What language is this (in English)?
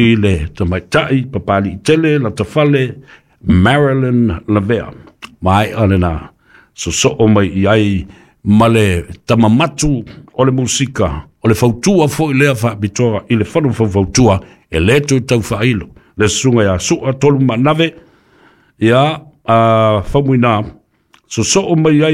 Samoan